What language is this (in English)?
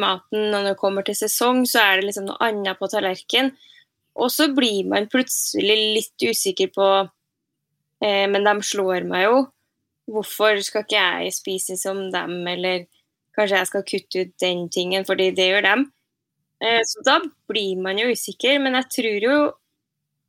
Norwegian